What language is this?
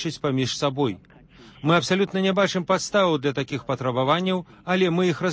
Belarusian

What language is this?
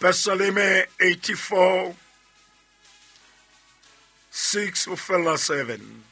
Southern Sotho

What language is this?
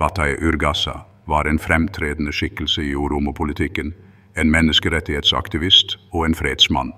Norwegian Bokmål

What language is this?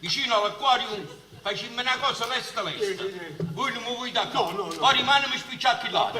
Neapolitan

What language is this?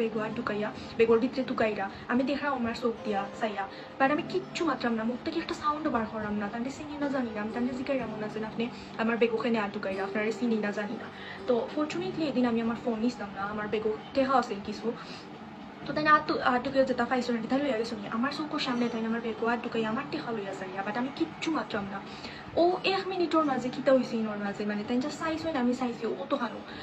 Sylheti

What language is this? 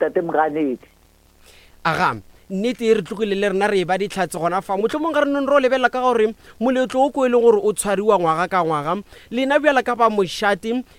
Northern Sotho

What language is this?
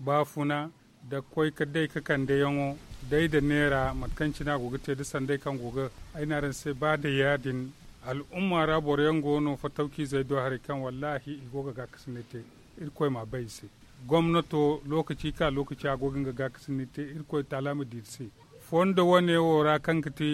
Zarma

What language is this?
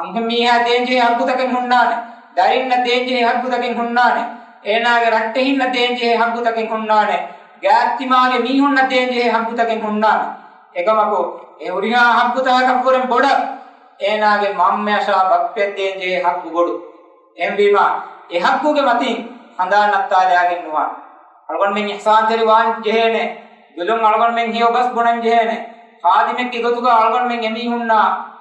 Divehi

